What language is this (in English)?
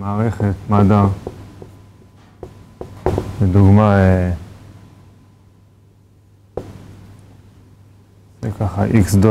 Hebrew